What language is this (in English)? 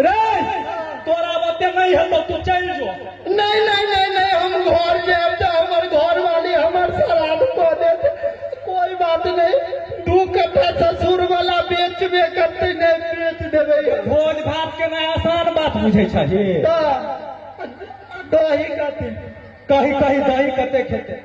Maithili